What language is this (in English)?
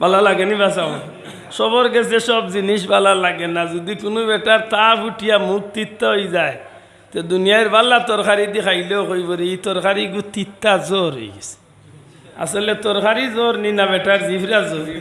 Sylheti